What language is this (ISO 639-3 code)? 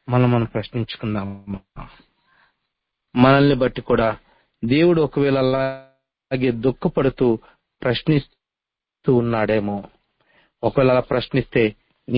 tel